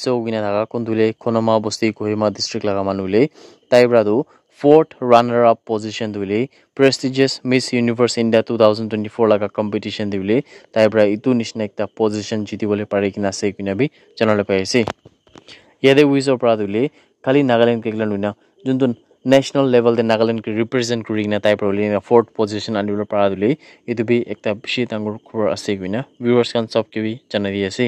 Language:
Naga Pidgin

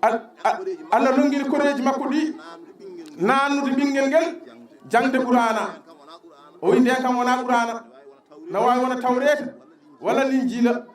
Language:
Fula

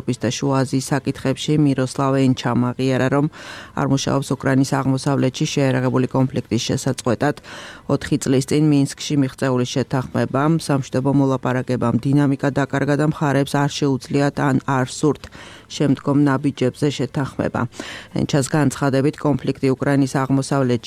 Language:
Georgian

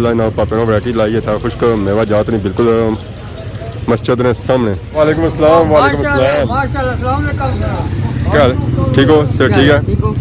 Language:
Pahari-Potwari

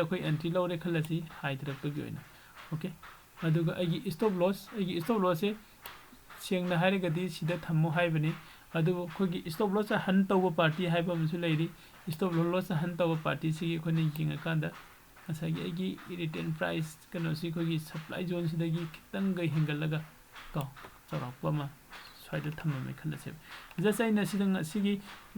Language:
Manipuri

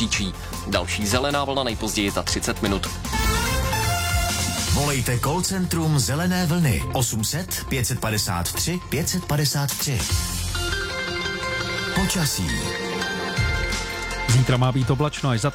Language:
Czech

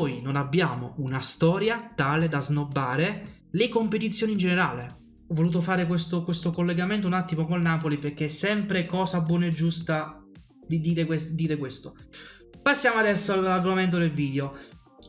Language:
Italian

